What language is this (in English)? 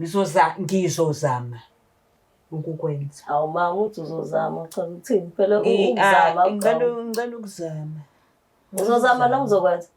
Zulu